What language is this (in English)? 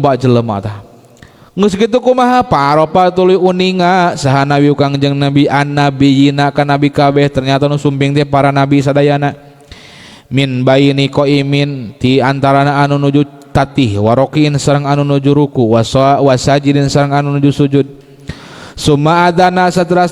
Sundanese